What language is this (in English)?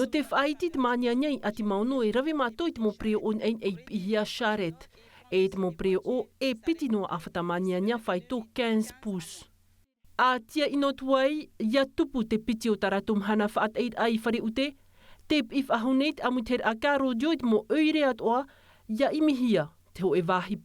Tahitian